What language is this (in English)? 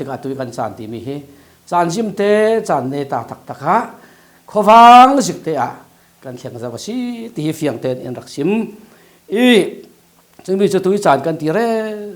Falam Chin